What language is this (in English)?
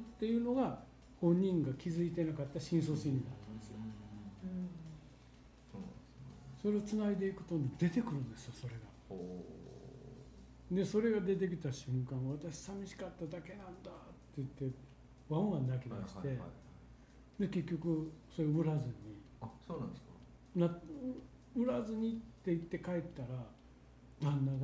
Japanese